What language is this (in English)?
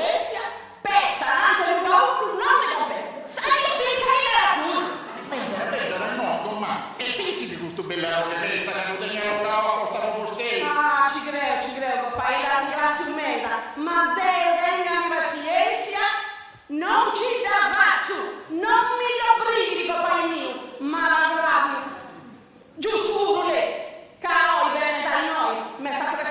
Sardinian